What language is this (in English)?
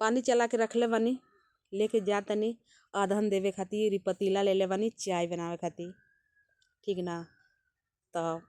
Bhojpuri